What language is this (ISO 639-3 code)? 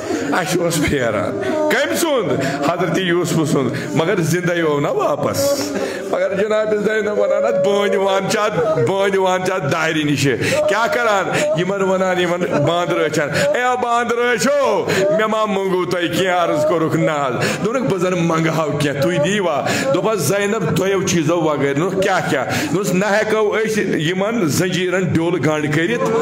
kas